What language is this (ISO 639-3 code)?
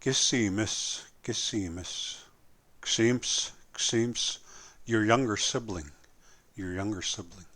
crk